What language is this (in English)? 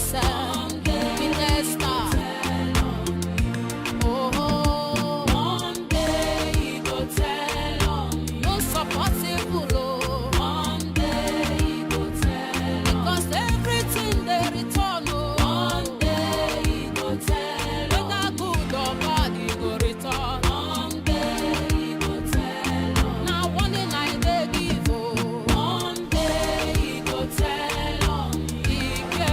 Nigerian Pidgin